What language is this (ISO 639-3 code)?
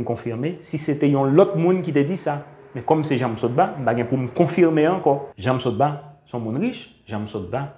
hat